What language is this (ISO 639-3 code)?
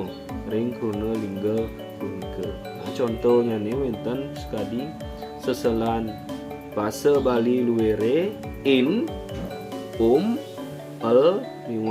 ban